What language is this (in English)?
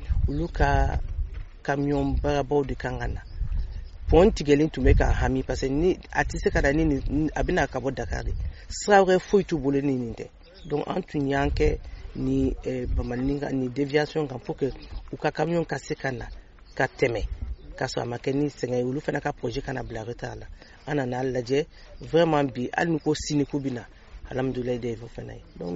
Bambara